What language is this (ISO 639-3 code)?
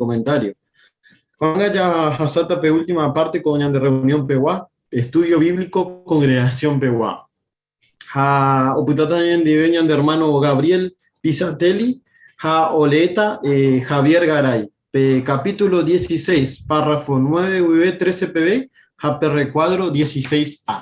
grn